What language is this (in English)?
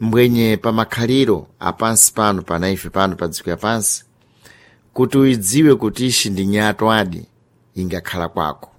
Sena